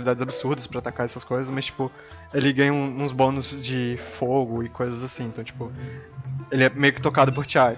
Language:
Portuguese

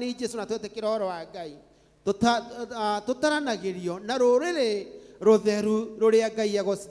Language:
Kikuyu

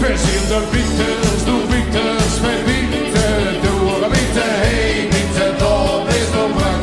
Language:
Limburgish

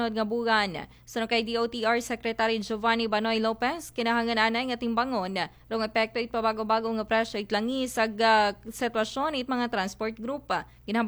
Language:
Aklanon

